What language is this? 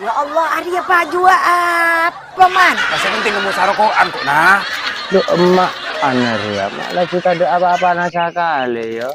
Madurese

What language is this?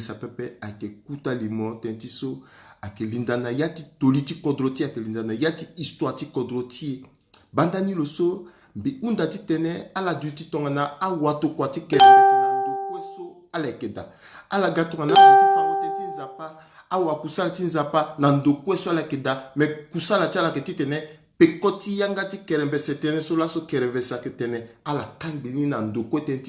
Sango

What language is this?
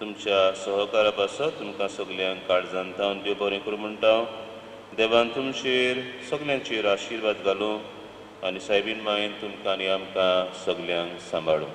Konkani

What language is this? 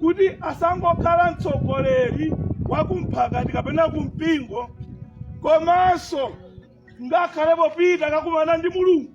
Nyanja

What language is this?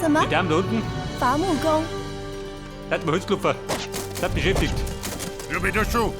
Bavarian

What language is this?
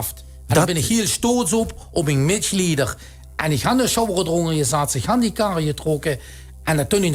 Limburgish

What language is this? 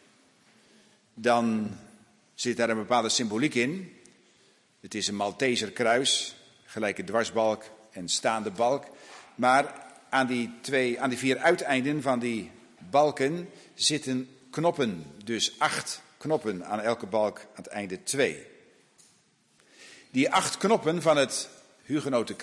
Dutch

